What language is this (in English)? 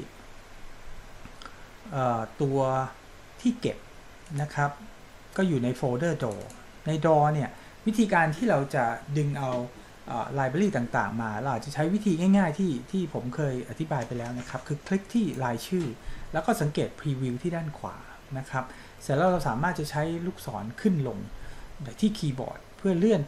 Thai